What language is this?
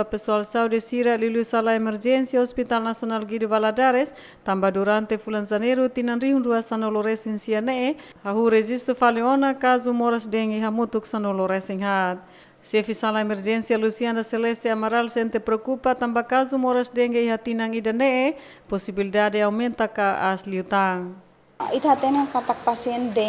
Tetum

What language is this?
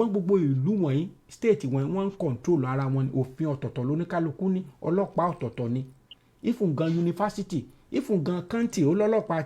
Yoruba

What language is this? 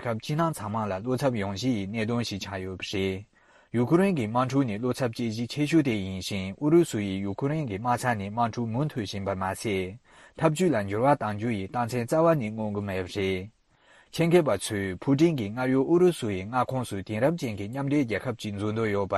Tibetan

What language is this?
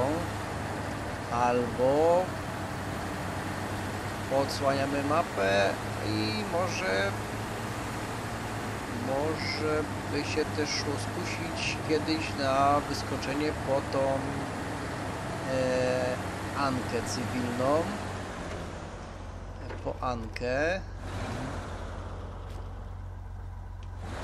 Polish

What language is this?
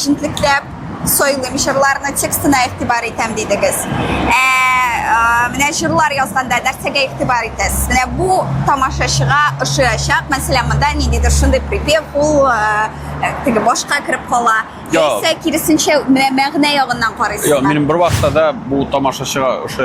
Tatar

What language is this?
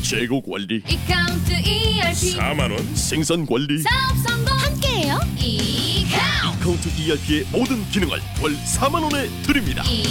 Korean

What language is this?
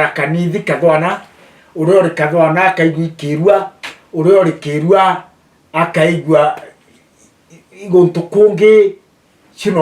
Meru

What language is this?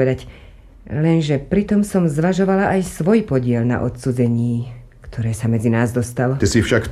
Slovak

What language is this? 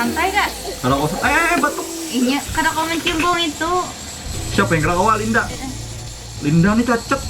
Banjar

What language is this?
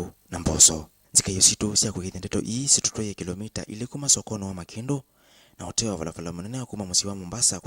Kamba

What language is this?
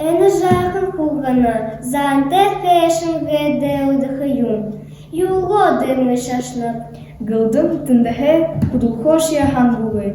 Buriat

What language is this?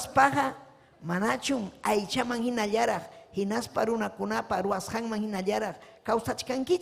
Ayacucho Quechua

